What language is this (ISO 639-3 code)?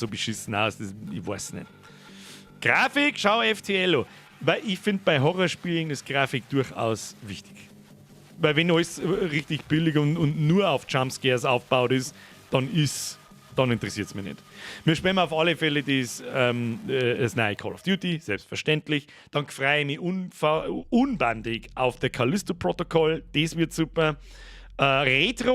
bar